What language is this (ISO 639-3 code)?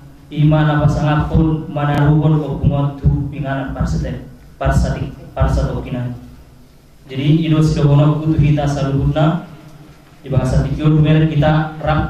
bbc